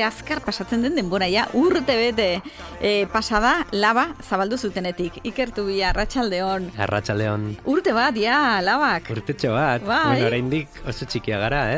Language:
Basque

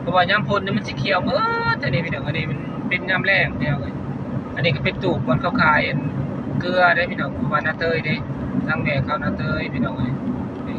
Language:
Northeastern Thai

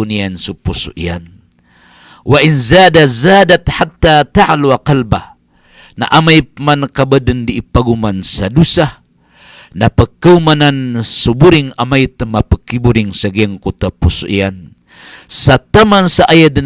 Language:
Maranao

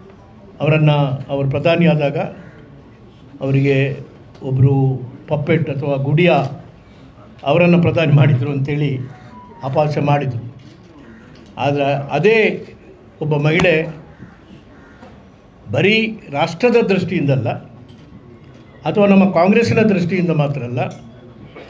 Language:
Kannada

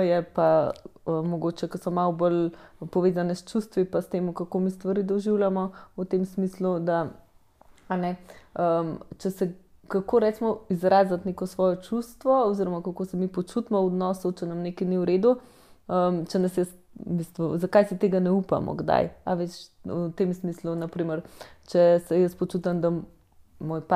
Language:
Slovenian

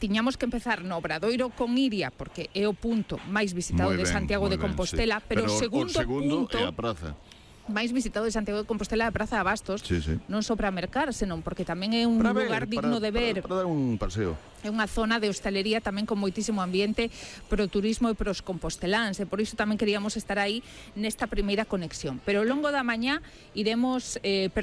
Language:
Galician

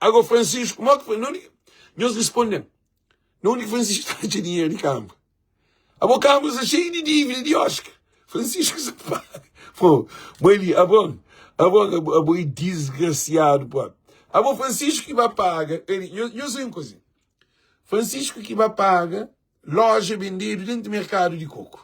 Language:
Kabuverdianu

